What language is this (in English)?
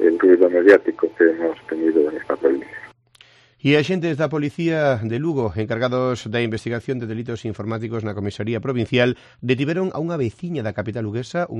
Galician